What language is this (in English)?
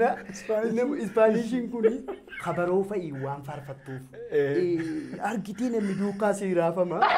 Oromo